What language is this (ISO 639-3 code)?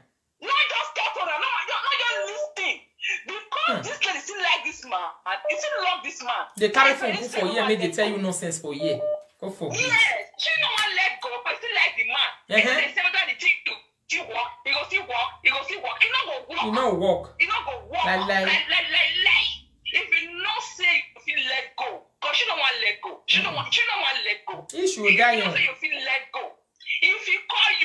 pcm